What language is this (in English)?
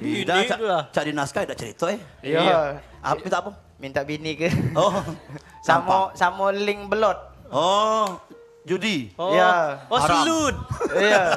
Musi